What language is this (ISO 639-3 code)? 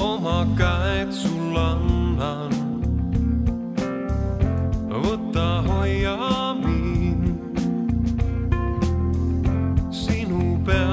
est